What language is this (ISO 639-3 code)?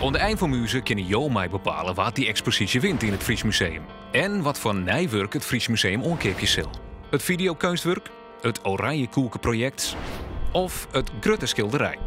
fry